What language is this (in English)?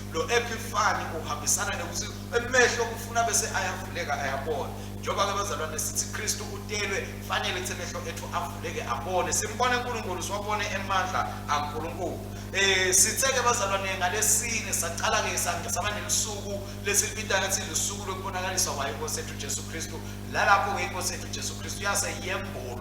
Swati